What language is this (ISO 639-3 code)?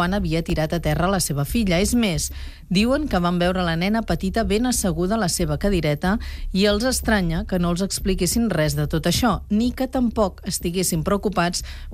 cat